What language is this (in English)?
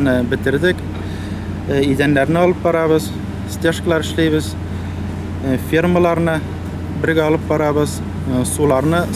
Tatar